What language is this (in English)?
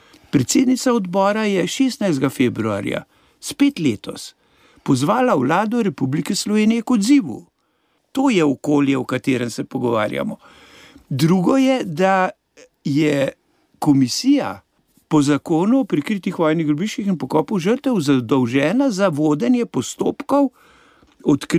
Slovenian